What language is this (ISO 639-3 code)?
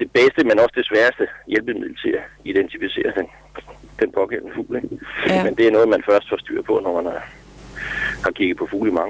dan